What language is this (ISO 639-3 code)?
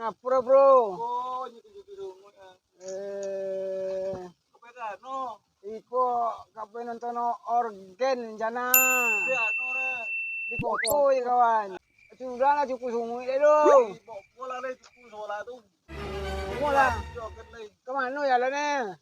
min